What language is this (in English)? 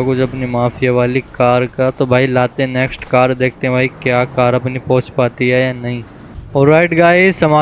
Hindi